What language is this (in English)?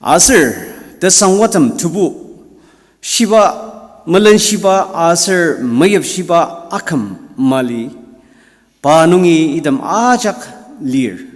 Ao Naga